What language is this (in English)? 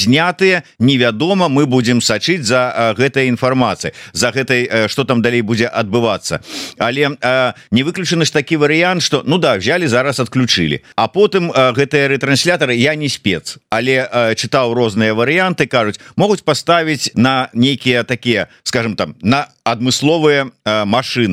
Belarusian